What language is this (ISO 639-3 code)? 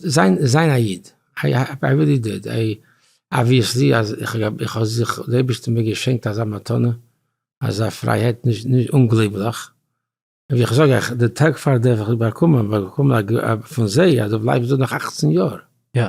yid